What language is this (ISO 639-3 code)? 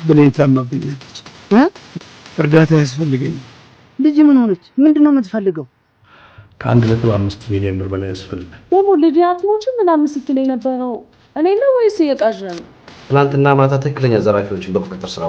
amh